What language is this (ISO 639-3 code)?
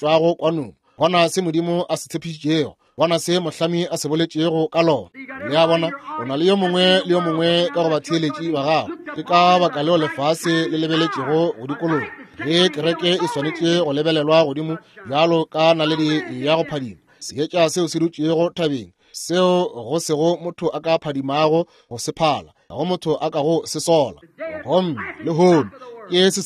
nso